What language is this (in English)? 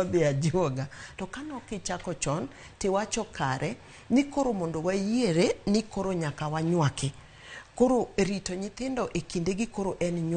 Luo (Kenya and Tanzania)